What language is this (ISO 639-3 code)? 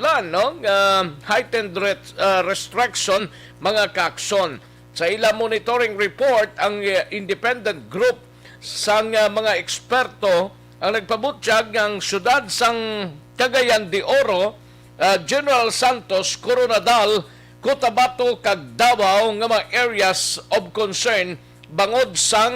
hil